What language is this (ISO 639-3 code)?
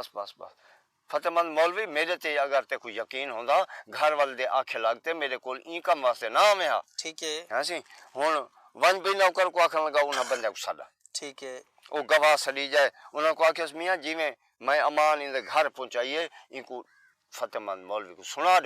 skr